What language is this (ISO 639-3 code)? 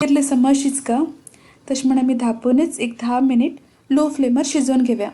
kok